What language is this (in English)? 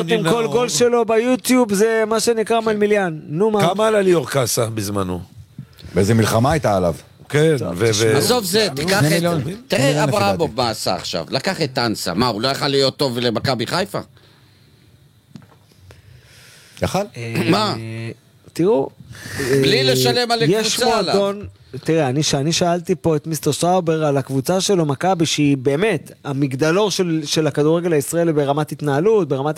Hebrew